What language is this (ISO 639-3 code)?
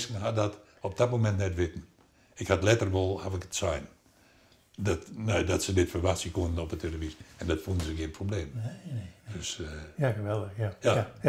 fry